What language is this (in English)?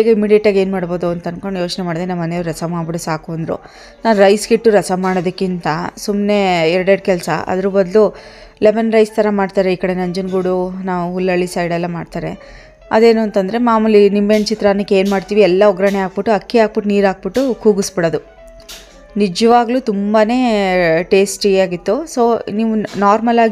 Kannada